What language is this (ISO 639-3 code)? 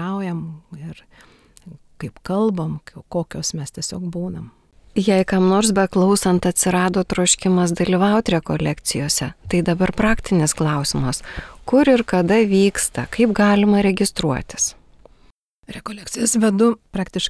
lit